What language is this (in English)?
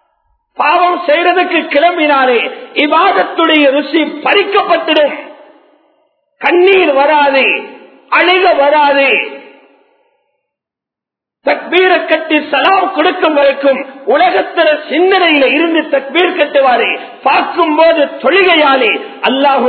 Tamil